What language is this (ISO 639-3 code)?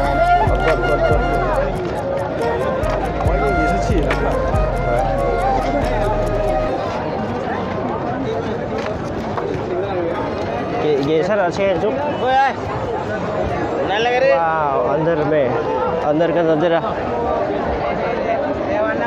hin